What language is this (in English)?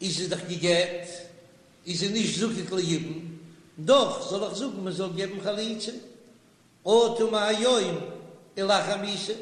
Yiddish